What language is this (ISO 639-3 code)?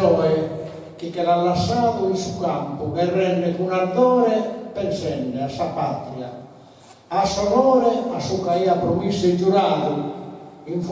srd